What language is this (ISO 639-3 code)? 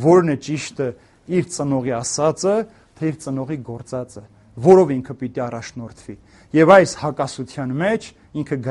hye